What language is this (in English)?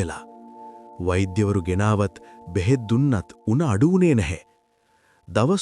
Sinhala